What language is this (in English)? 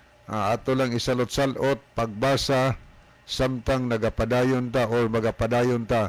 Cebuano